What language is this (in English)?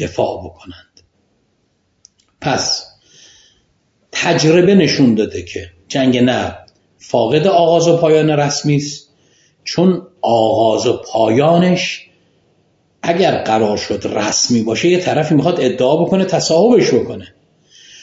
Persian